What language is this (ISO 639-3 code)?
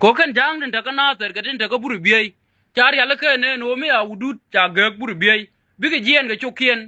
nus